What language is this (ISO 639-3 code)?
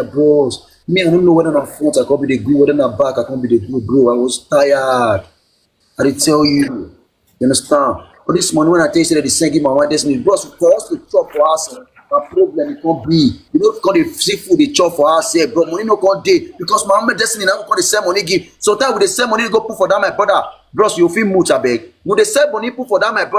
pcm